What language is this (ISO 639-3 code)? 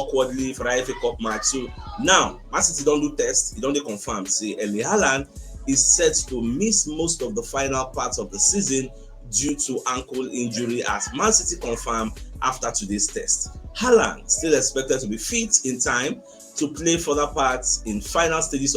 pcm